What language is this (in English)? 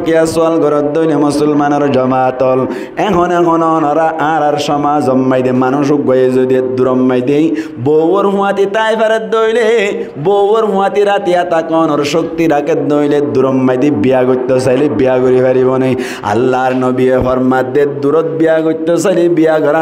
Rohingya